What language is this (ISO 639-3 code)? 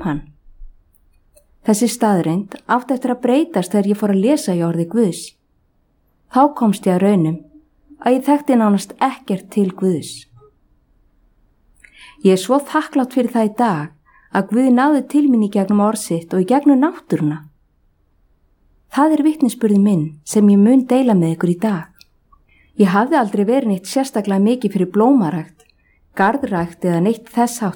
isl